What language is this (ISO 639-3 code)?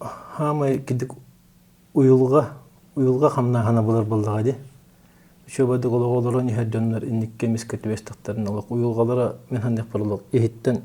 sah